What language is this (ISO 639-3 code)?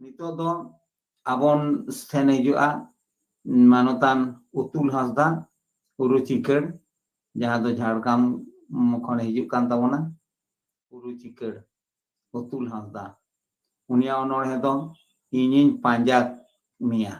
sat